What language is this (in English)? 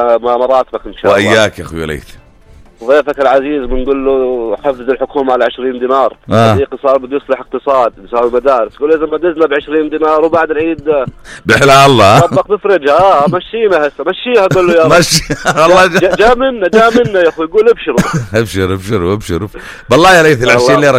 North Levantine Arabic